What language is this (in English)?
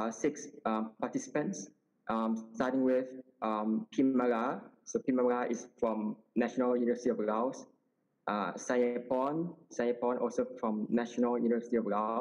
English